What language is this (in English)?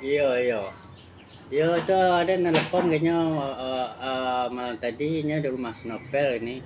Minangkabau